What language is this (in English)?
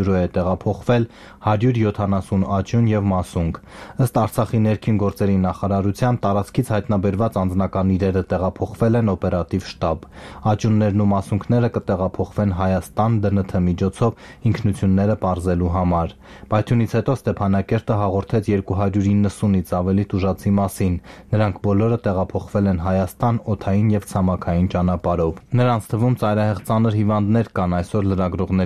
Armenian